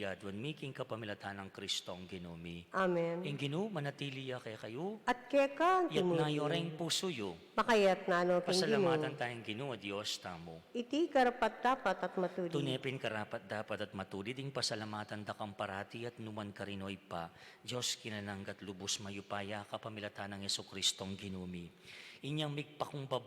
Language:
Pampanga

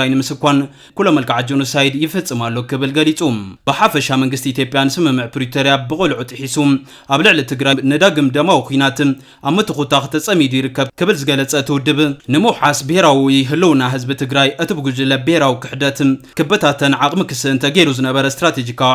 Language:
Tigrinya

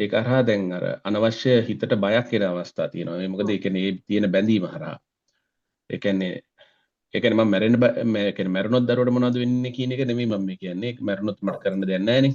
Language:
Sinhala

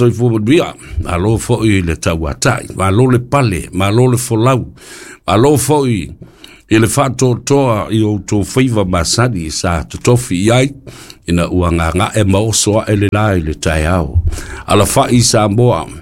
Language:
Samoan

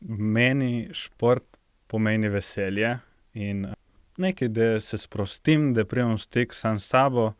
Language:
Slovenian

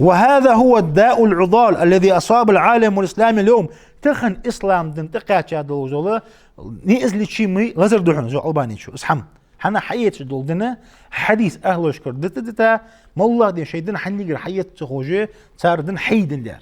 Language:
Ingush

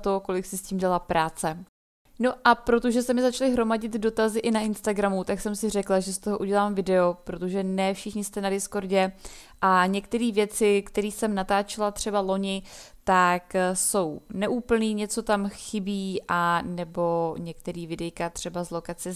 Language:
Czech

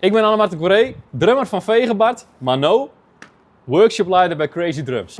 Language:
Western Frisian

